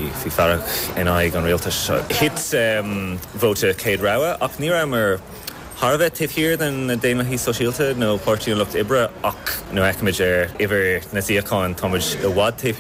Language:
Irish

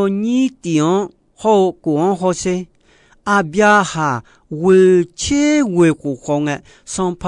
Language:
Akha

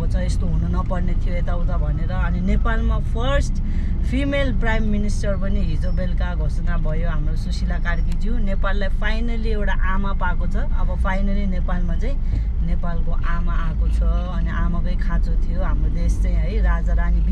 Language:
Nepali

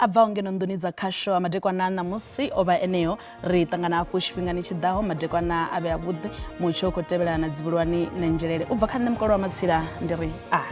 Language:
Venda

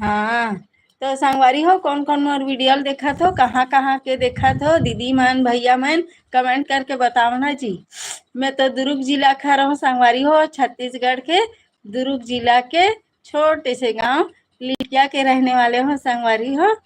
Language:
Chhattisgarhi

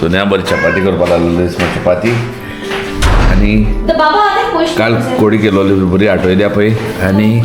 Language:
Konkani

